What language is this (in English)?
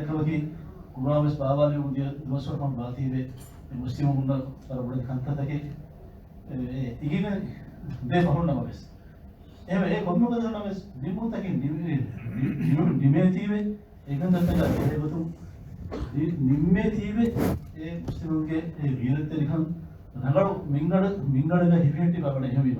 Divehi